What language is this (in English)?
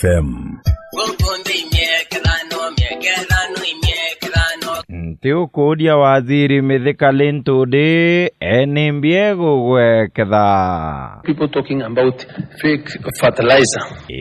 Meru